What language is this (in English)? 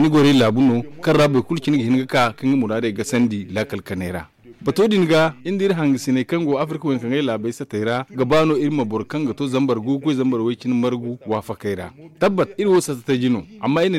Zarma